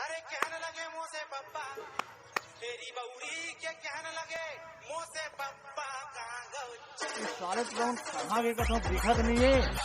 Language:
Chhattisgarhi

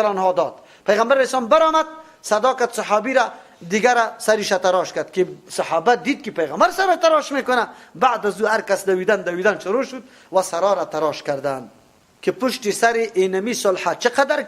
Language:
Persian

